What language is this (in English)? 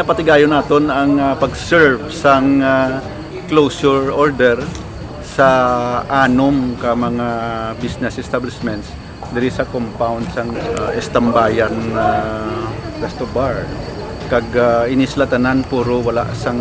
Hiligaynon